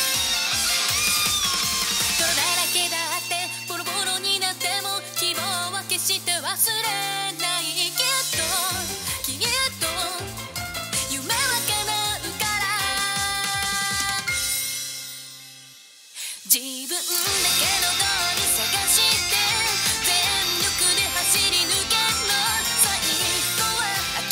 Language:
Japanese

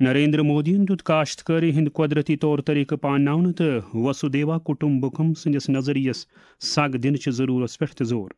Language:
Kashmiri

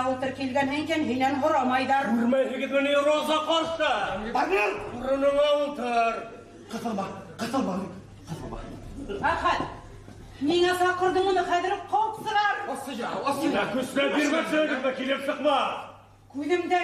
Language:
Bashkir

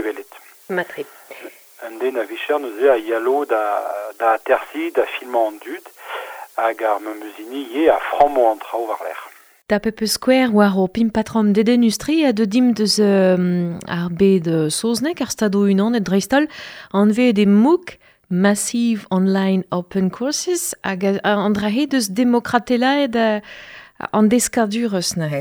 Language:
Breton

